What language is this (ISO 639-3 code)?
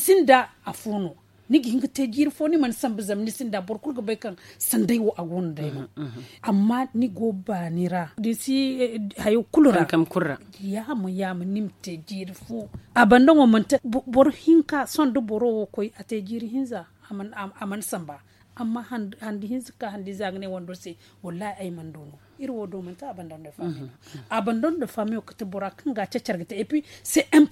dje